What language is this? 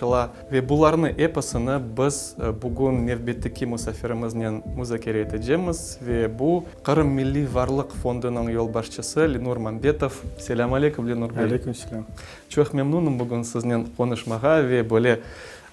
Crimean Tatar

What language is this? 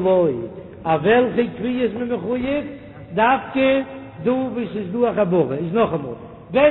Yiddish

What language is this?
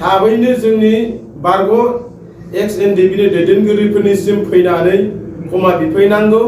Bodo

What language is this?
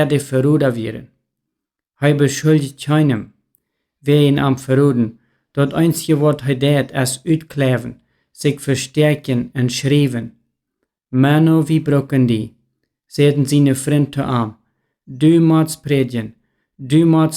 Plautdietsch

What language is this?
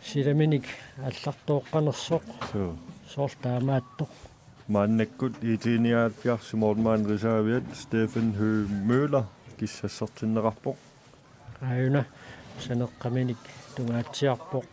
Kalaallisut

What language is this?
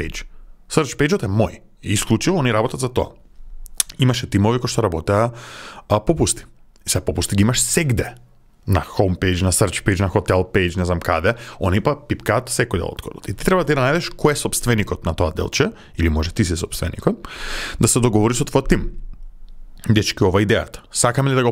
Macedonian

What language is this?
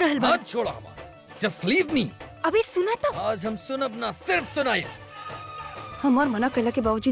Bhojpuri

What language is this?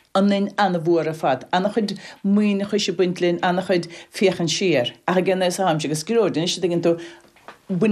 Irish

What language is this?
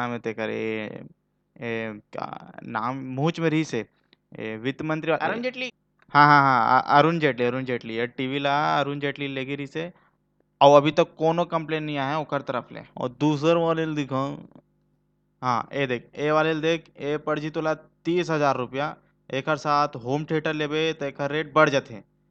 Chhattisgarhi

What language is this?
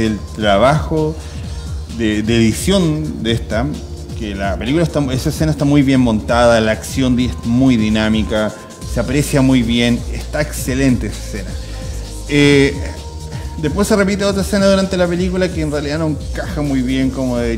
Spanish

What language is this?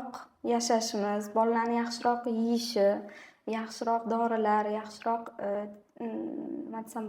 Uzbek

